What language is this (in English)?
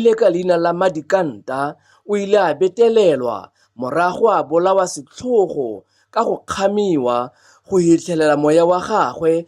Tswana